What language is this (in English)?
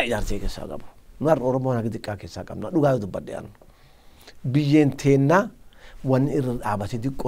Oromo